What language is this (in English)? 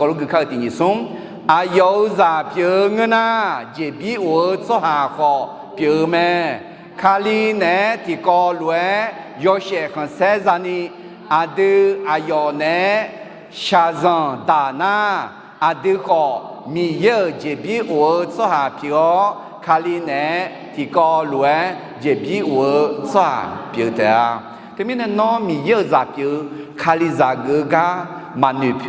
Akha